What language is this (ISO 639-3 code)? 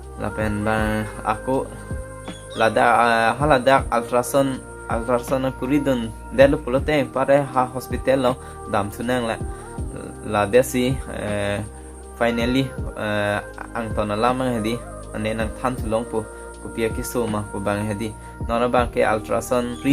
mjw